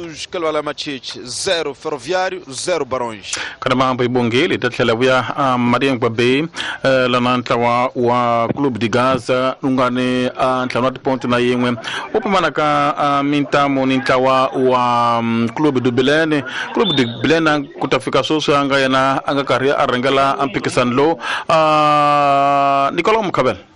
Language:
Tsonga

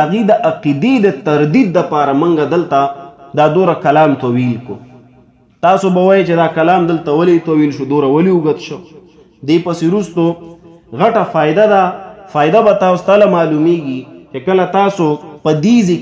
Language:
Pashto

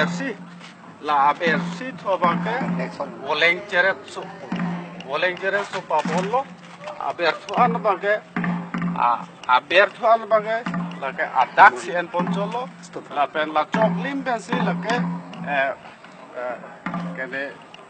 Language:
Karbi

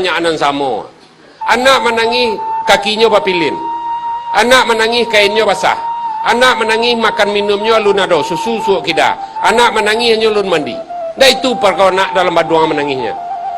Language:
Minangkabau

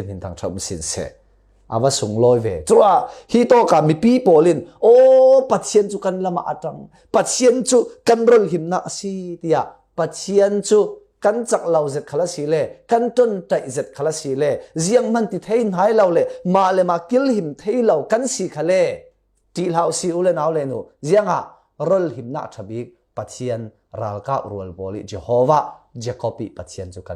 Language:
Falam Chin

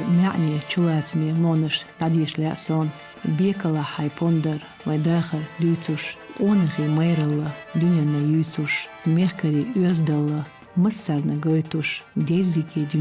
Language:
Chechen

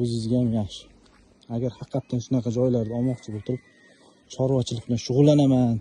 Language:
Uzbek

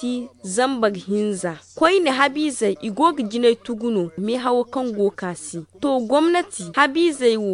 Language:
Zarma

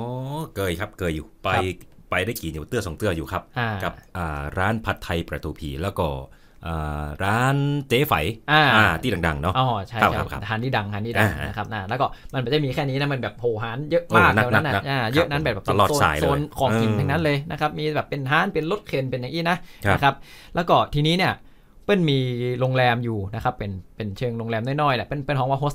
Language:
Thai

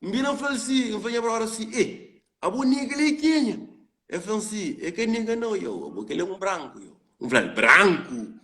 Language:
Kabuverdianu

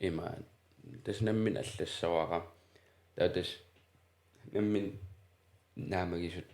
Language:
Kalaallisut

